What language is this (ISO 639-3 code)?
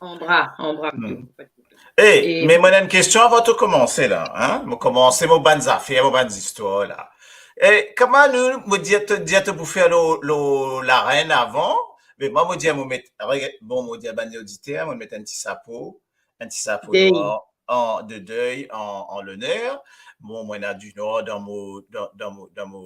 mfe